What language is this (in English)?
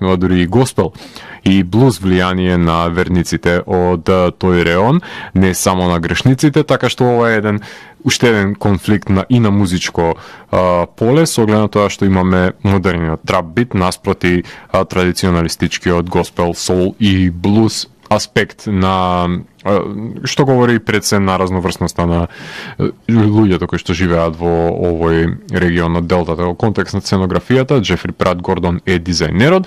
Macedonian